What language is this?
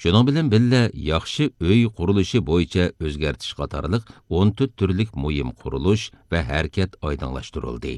Uyghur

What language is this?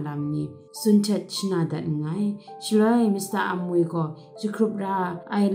Kachin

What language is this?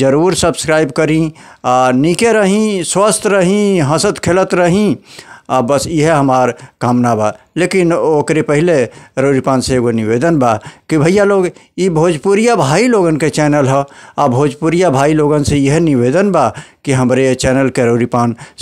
Bhojpuri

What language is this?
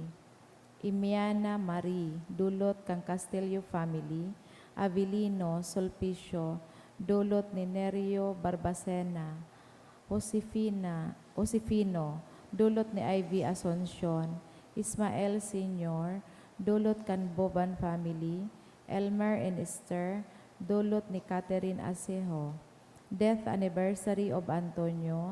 Bikol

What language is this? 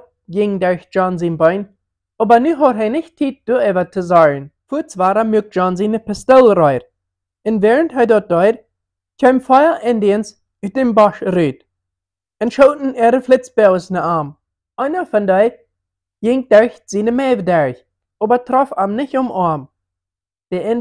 Plautdietsch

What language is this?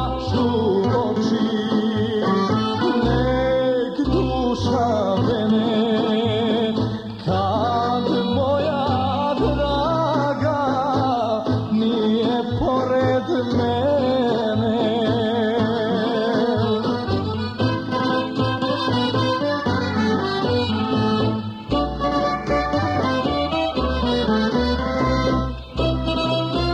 Serbian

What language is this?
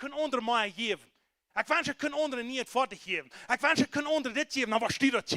Plautdietsch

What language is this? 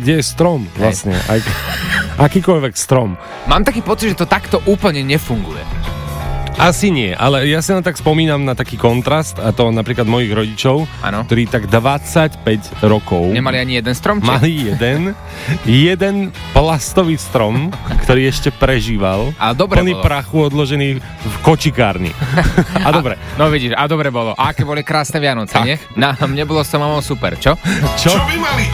Slovak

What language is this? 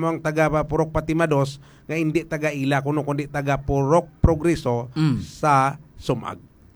Hiligaynon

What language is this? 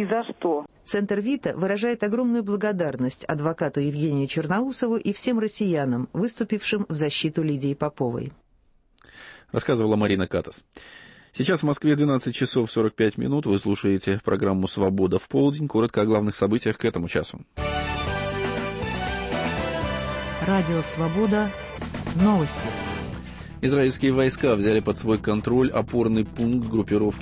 Russian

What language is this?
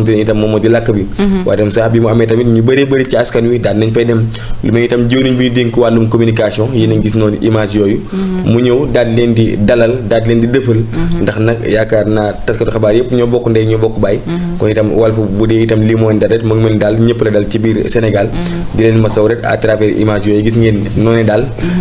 Wolof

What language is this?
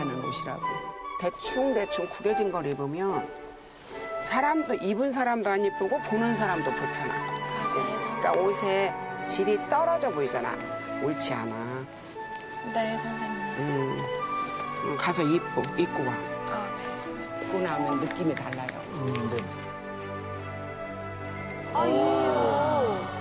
Korean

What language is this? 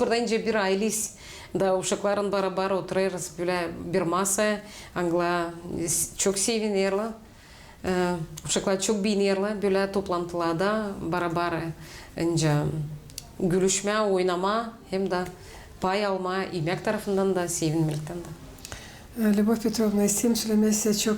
Gagauz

